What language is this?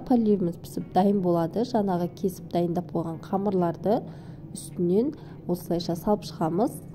Kazakh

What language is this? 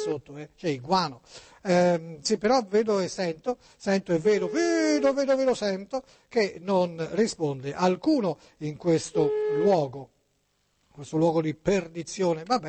Italian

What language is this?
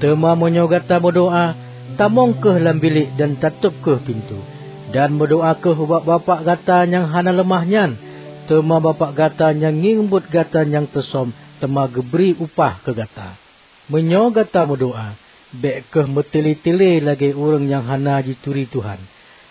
Achinese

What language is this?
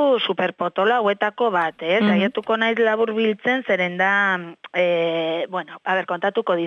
Basque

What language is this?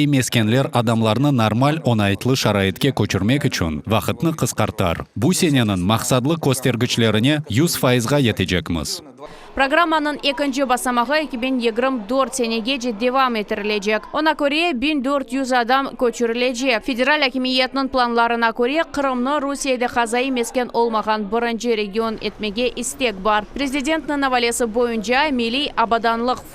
Crimean Tatar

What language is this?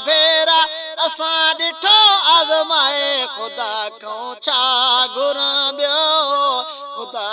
Sindhi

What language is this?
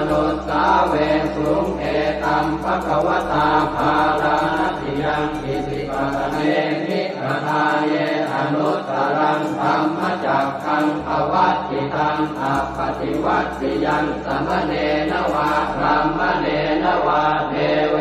Pali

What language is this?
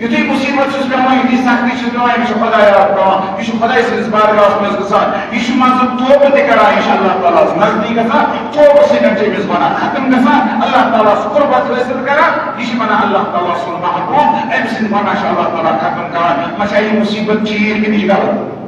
Kashmiri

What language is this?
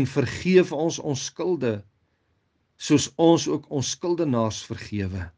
Afrikaans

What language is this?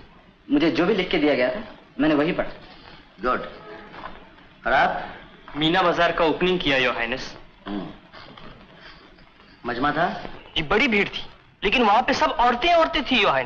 Hindi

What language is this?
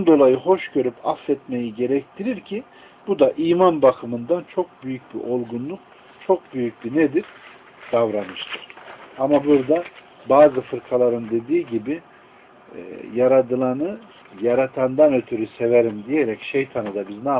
Turkish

